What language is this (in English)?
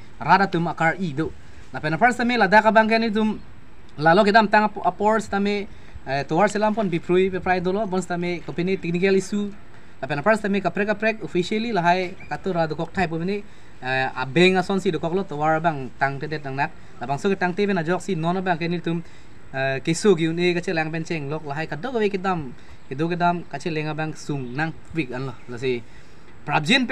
Karbi